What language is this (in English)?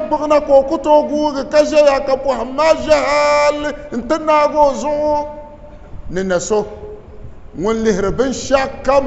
Dagbani